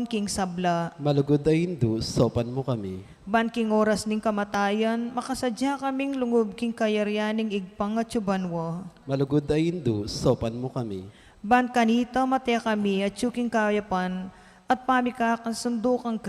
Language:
Pampanga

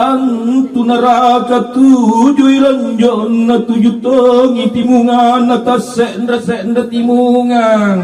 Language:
Makasar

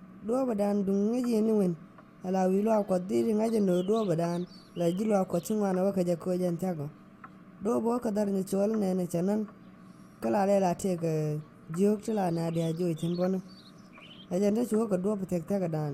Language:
Nuer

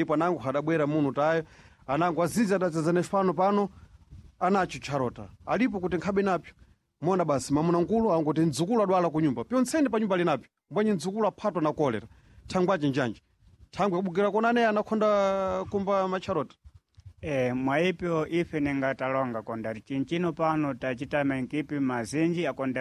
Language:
Sena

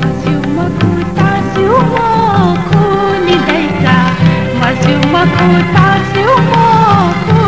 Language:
Newari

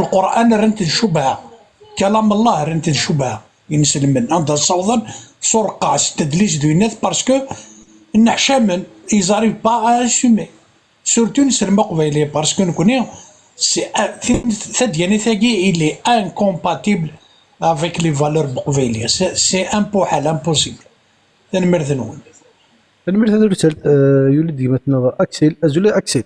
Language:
Kabyle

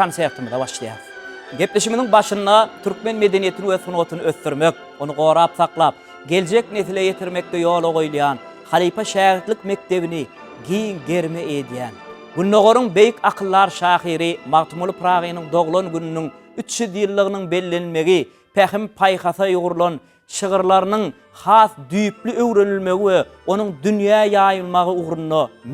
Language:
Turkmen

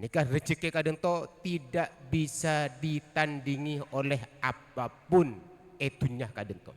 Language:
Madurese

